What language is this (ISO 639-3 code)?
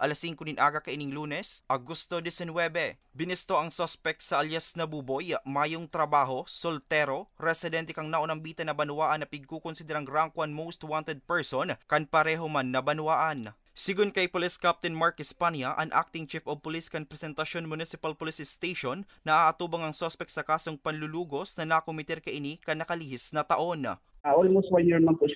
bik